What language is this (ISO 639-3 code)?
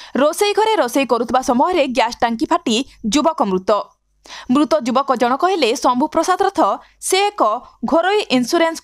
ori